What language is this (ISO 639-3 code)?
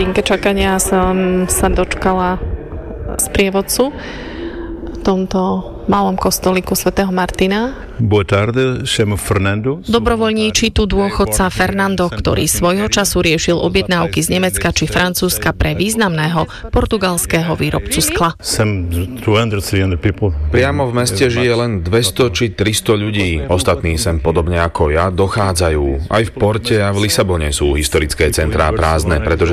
slk